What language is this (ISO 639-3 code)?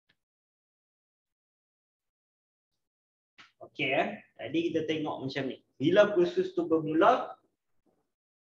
msa